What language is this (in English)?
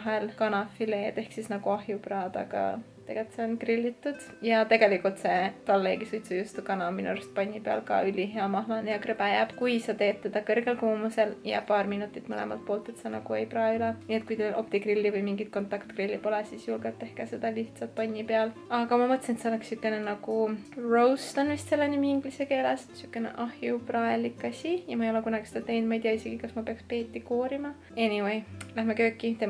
Estonian